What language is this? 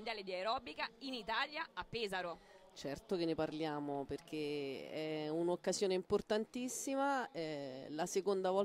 Italian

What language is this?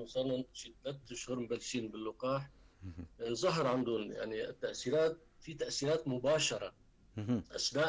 North Levantine Arabic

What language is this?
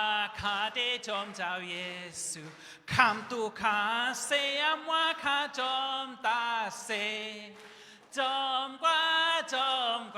Shan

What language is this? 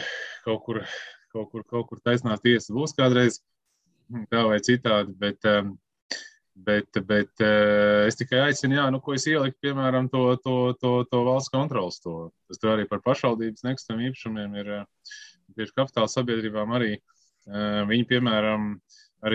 Latvian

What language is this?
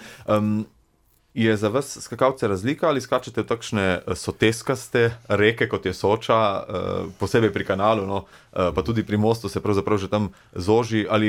Slovenian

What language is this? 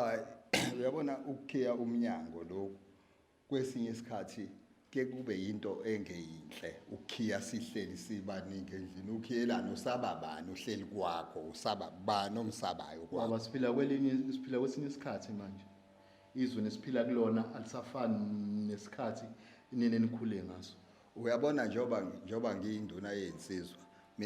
Zulu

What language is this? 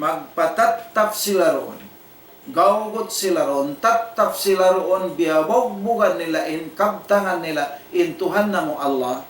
Tausug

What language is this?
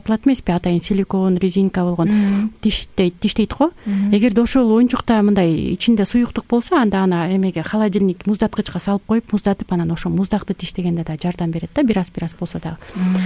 Kyrgyz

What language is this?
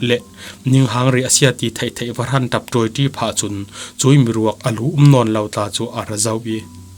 Falam Chin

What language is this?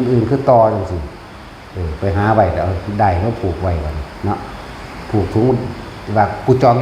Northeastern Thai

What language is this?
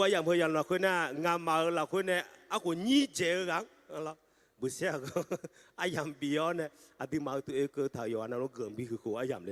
Akha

